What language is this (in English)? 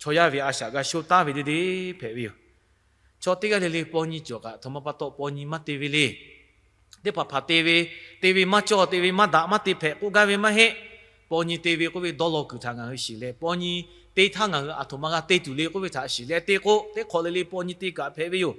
Lahu